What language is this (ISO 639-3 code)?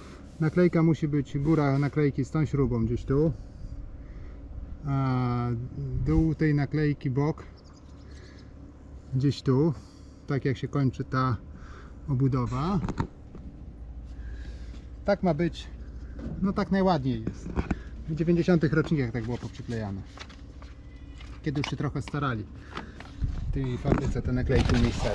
pol